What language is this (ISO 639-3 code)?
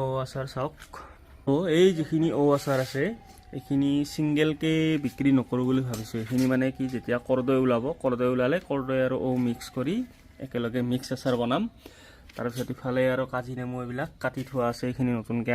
asm